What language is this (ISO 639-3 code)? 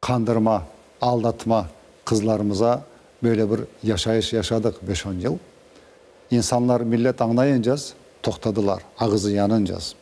crh